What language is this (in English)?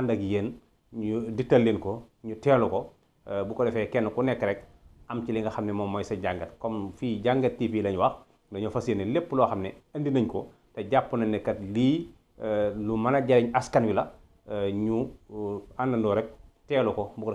Wolof